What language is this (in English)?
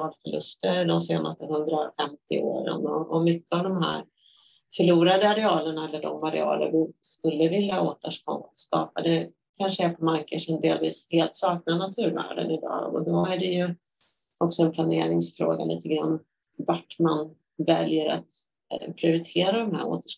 Swedish